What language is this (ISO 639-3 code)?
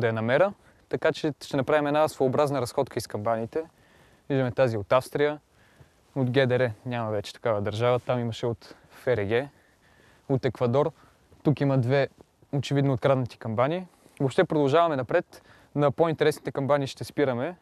bul